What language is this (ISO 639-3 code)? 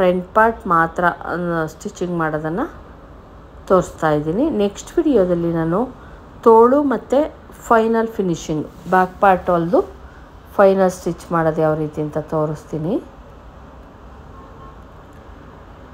kan